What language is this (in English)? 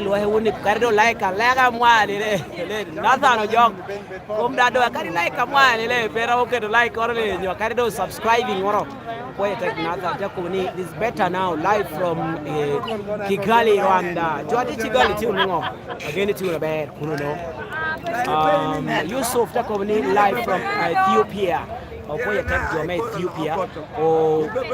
Lango (Uganda)